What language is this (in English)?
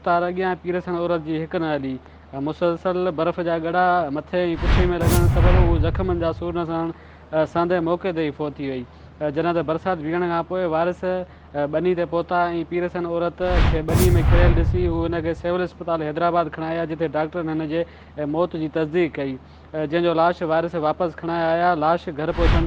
Sindhi